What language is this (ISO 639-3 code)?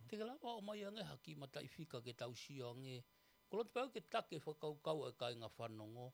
ton